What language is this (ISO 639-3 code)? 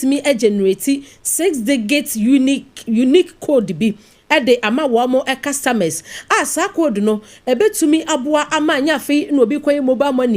aka